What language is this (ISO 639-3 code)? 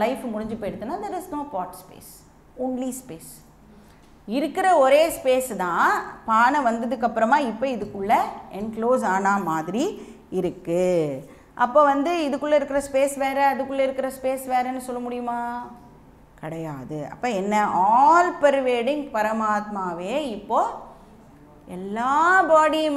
tam